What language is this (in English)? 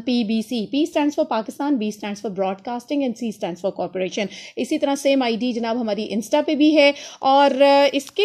Urdu